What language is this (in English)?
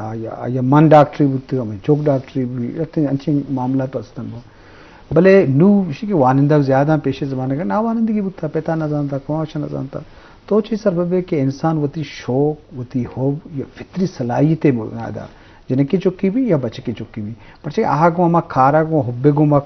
Eastern Balochi